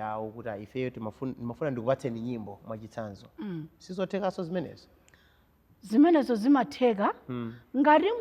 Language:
Nyanja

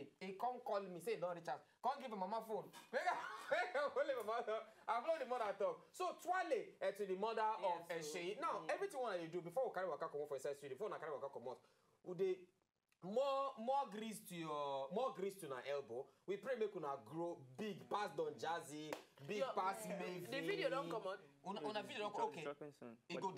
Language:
Nigerian Pidgin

